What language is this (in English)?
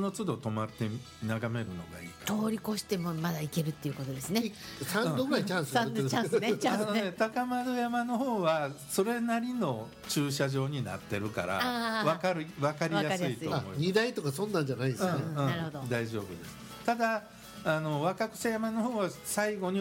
Japanese